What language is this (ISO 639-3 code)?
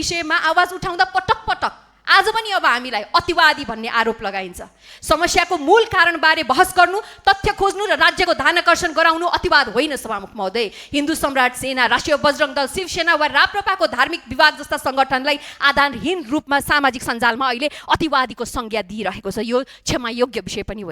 nep